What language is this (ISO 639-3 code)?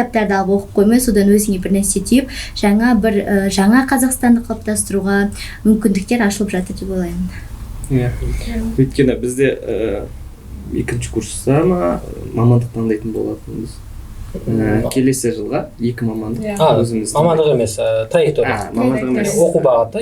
kaz